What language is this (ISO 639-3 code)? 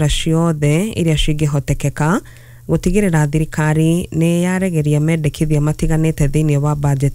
kik